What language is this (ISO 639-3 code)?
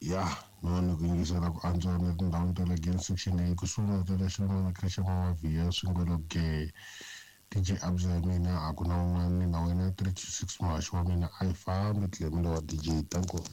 tso